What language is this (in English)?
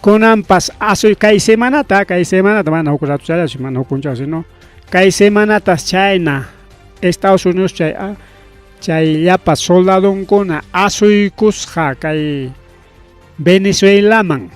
Ayacucho Quechua